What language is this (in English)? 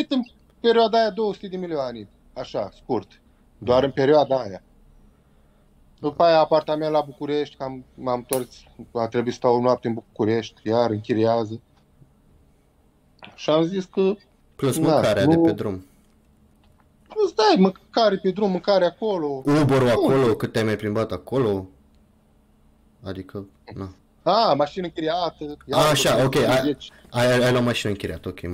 Romanian